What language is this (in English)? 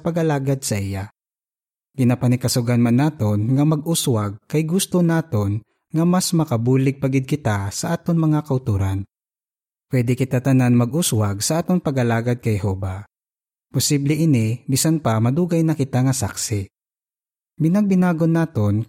Hiligaynon